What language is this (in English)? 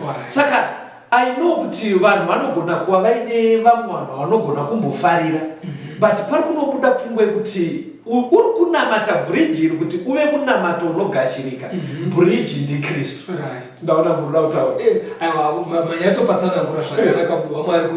Shona